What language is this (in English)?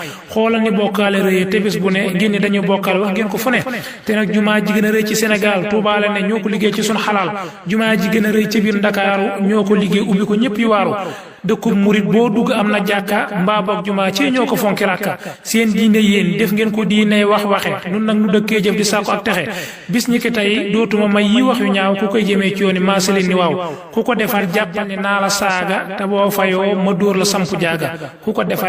Wolof